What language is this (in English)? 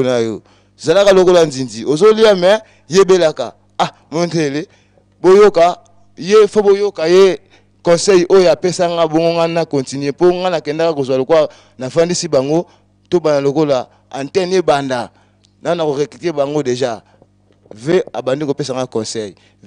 Lingala